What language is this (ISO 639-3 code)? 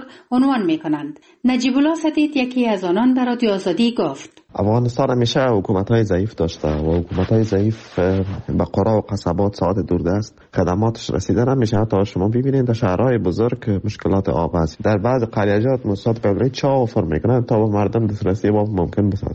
fas